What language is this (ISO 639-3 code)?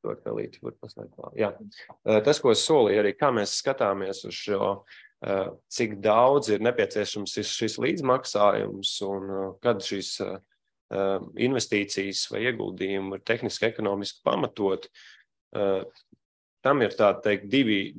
lav